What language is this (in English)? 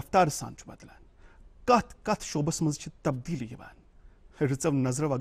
Kashmiri